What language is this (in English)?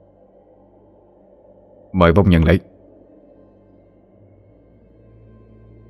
Vietnamese